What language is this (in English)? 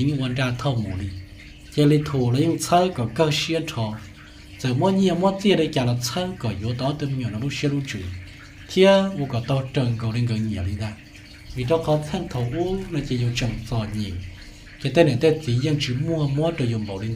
Hmong